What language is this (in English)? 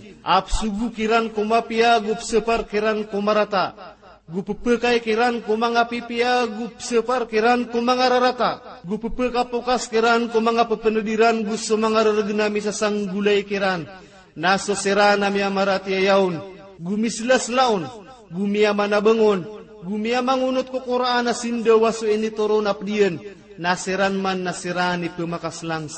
Maranao